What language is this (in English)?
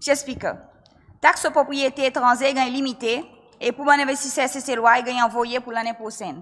Seselwa Creole French